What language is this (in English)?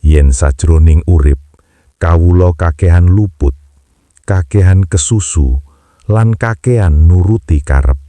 Javanese